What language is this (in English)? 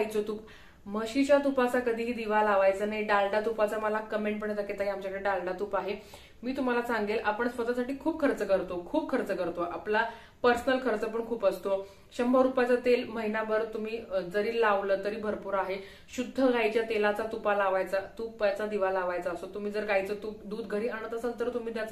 Marathi